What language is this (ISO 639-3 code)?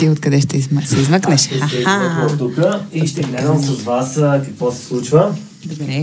bul